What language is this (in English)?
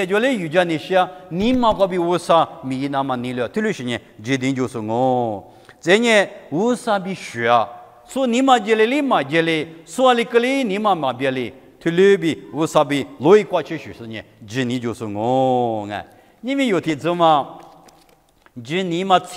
Lisu